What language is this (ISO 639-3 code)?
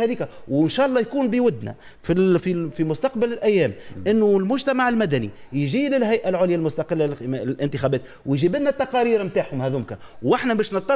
aeb